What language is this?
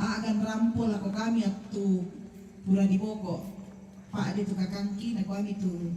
Toraja-Sa'dan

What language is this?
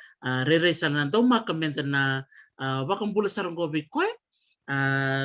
Fijian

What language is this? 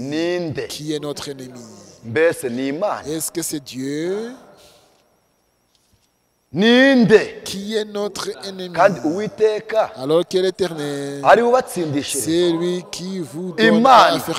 Kinyarwanda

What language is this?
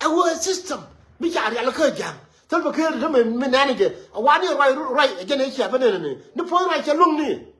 Nuer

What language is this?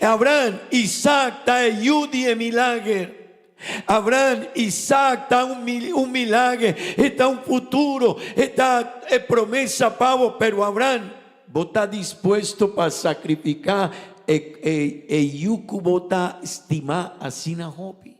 Papiamento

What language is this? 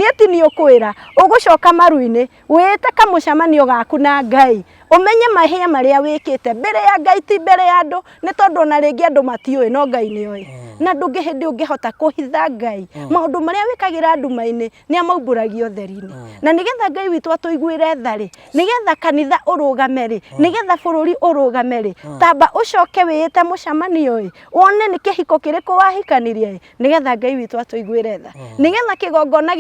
Kikuyu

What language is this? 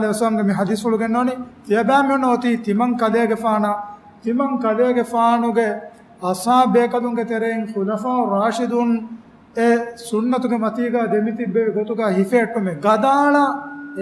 Divehi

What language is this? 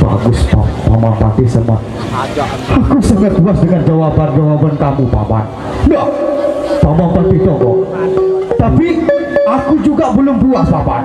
Sasak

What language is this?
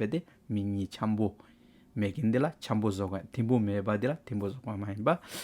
Hyolmo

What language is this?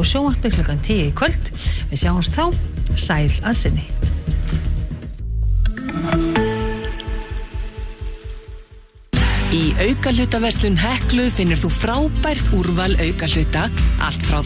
Icelandic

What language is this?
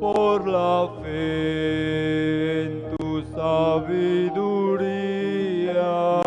South Bolivian Quechua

